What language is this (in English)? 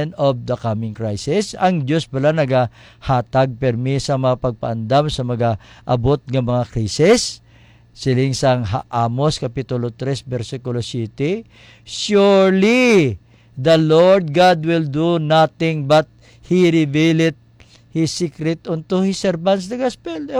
Hiligaynon